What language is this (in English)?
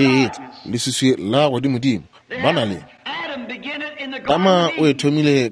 Northern Sotho